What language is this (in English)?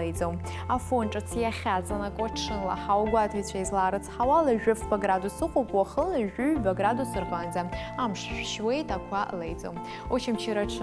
Abkhazian